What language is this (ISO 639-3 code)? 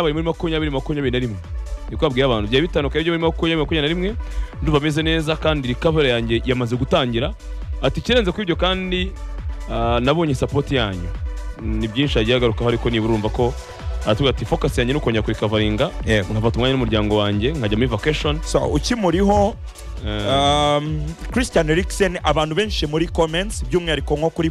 kin